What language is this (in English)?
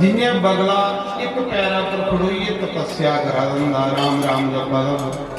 Dogri